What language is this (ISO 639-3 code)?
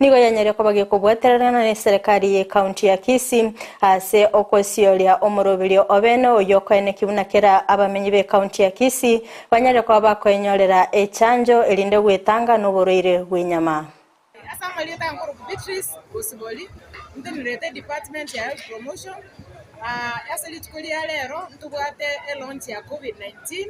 guz